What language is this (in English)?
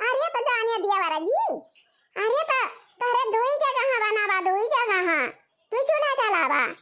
Awadhi